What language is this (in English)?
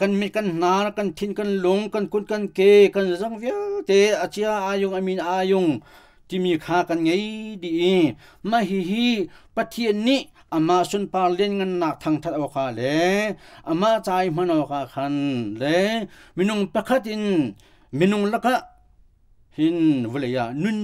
Hakha Chin